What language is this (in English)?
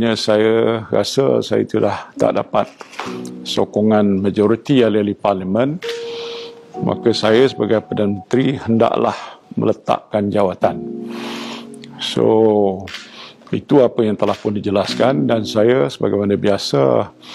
Malay